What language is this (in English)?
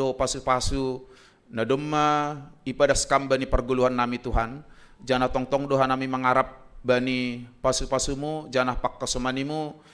Batak Simalungun